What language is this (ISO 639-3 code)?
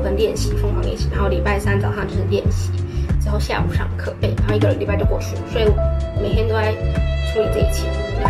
zho